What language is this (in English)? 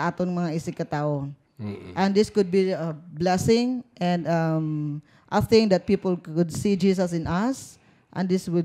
Hiligaynon